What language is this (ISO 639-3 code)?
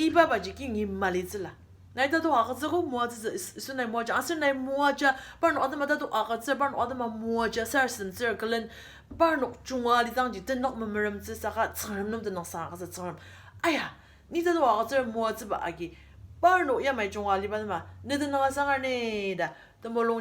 njo